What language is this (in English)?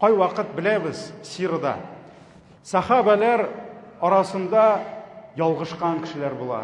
Tatar